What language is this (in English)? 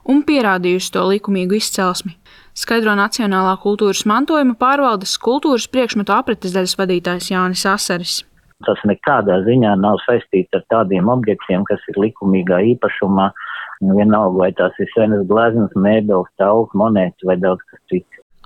Latvian